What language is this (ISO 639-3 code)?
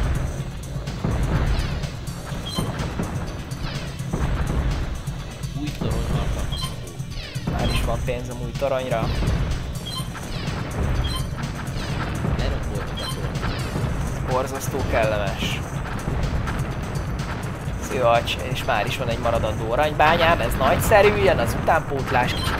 hun